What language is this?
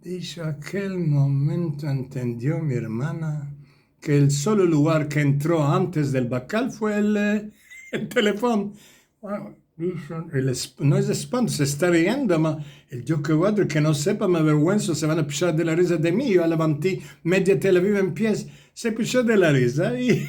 Ladino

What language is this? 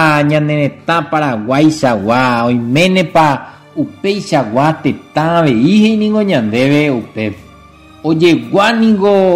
Guarani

